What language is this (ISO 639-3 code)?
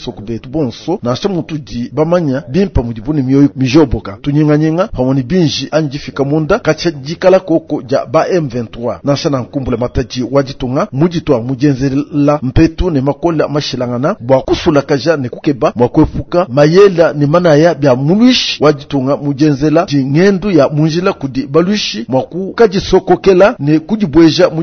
lua